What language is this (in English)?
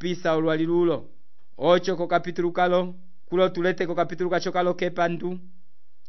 Umbundu